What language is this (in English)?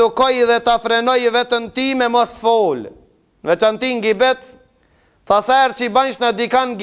Albanian